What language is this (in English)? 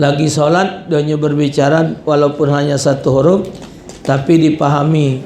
Musi